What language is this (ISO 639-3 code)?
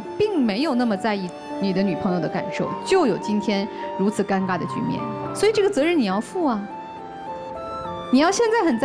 zho